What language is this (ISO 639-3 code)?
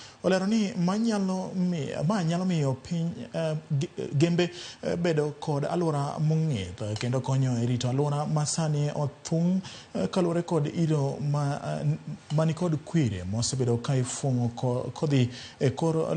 luo